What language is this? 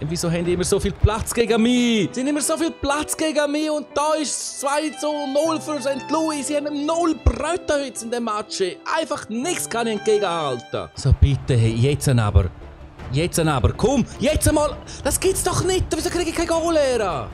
Swiss German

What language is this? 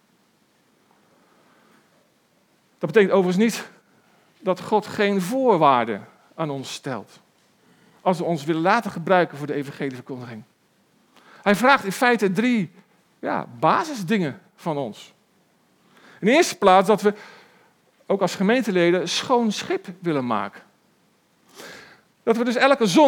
Dutch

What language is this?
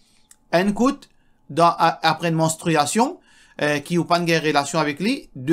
Morisyen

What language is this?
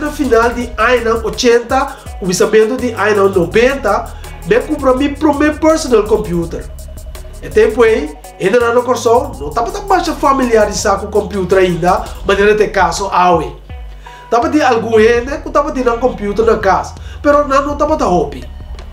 Papiamento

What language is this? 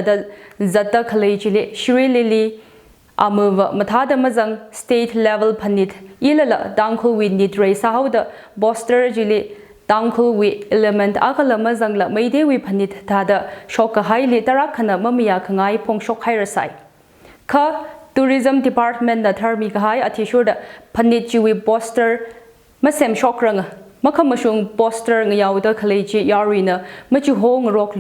Tangkhul Naga (India)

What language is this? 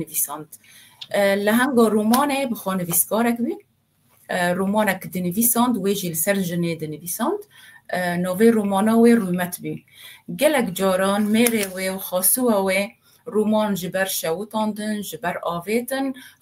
Kurdish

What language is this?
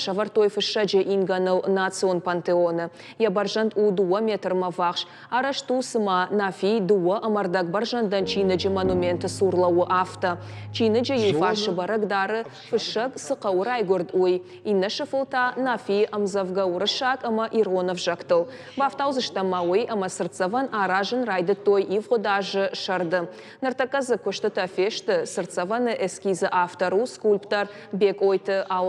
Ossetic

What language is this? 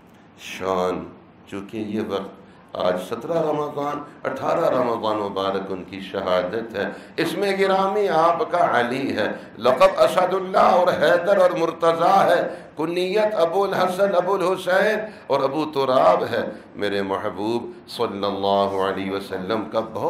Urdu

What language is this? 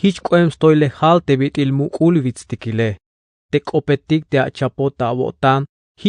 Tzeltal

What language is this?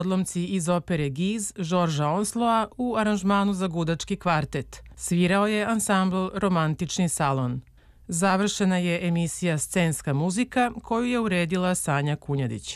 Serbian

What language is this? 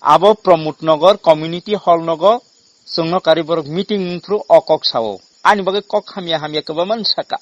Kok Borok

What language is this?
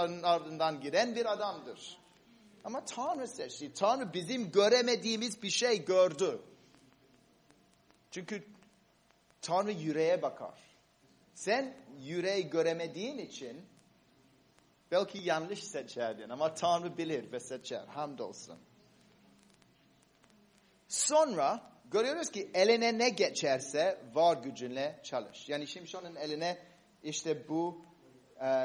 Turkish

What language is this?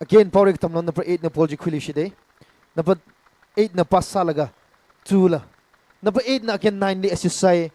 Tangkhul Naga (India)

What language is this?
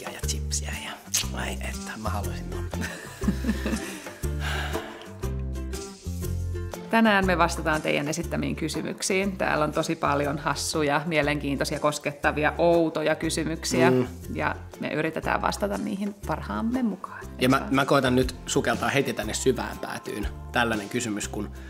Finnish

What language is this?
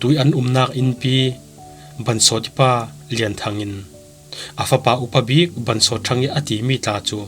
Falam Chin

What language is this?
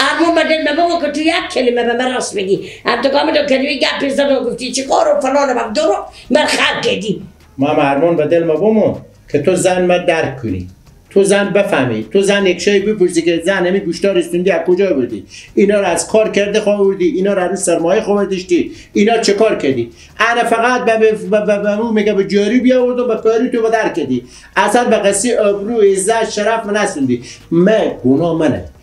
Persian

